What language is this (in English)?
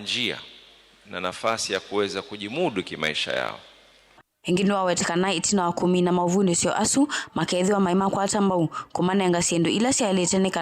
Kamba